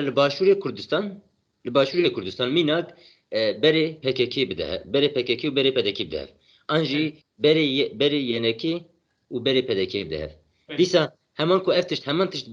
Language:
Kurdish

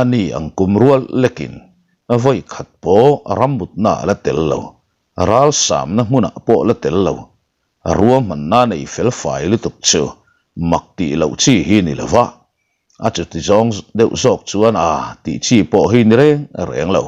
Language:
Mizo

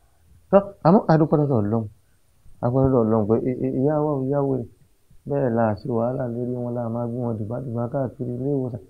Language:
Yoruba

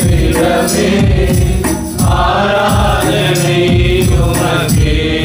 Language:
Tamil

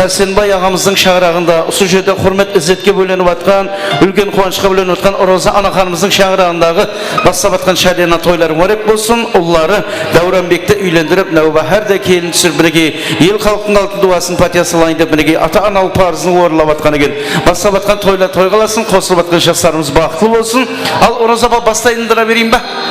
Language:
Kara-Kalpak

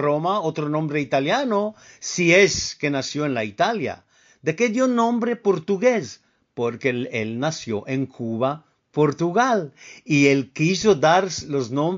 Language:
Ladino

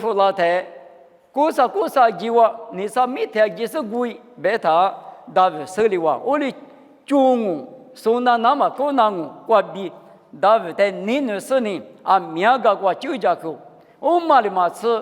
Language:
Lisu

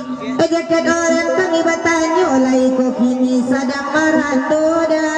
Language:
Minangkabau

